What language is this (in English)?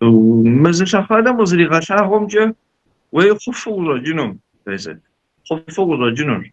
Kabardian